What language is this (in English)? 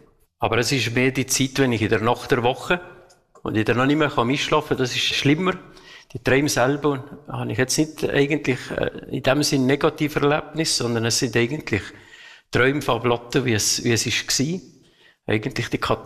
German